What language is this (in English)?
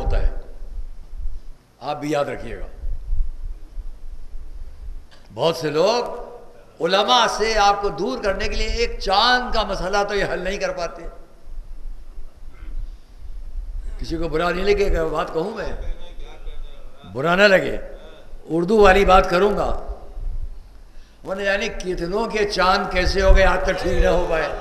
Urdu